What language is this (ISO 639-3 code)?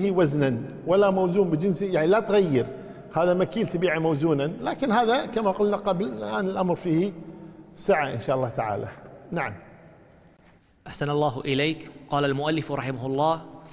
ara